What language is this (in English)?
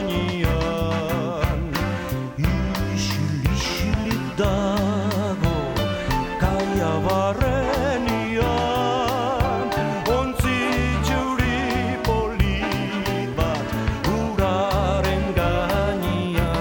Basque